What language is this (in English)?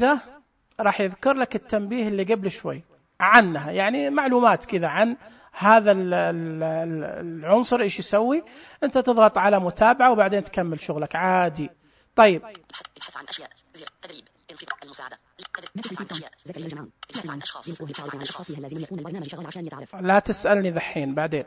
Najdi Arabic